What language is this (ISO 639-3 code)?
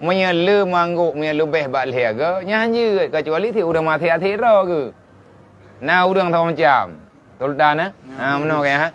ace